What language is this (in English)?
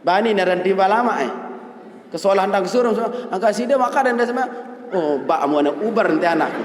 Sasak